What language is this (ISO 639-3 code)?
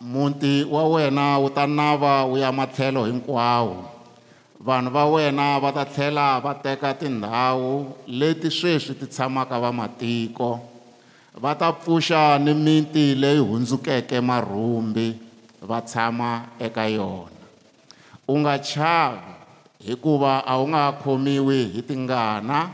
tso